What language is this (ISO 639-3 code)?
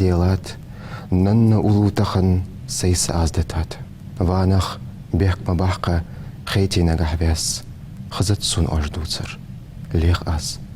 inh